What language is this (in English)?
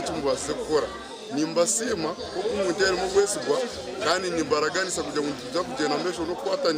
Nyankole